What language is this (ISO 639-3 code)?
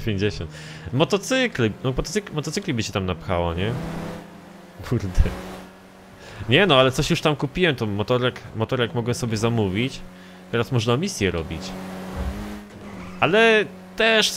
pol